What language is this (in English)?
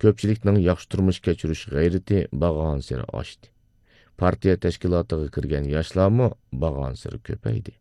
Uyghur